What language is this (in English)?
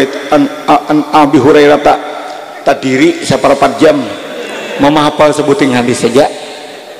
Banjar